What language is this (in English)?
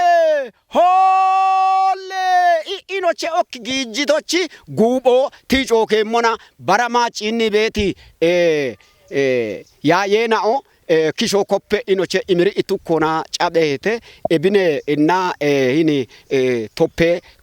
Kafa